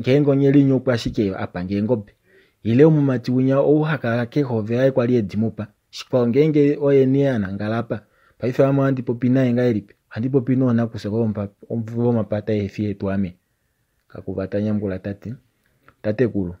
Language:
Kuanyama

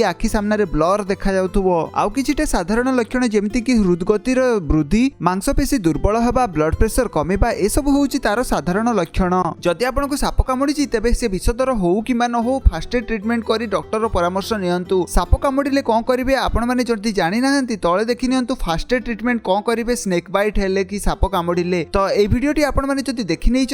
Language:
Odia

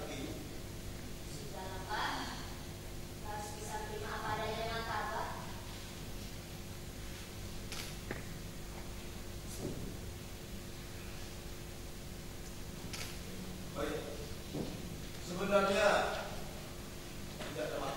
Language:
Indonesian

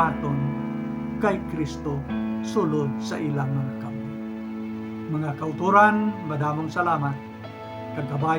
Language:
Hiligaynon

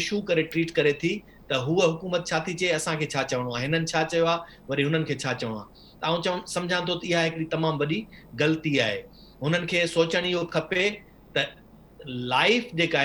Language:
Sindhi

